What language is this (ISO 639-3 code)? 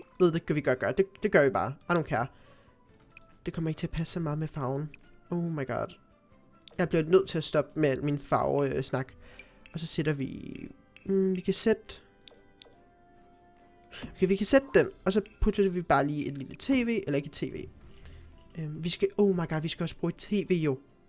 dan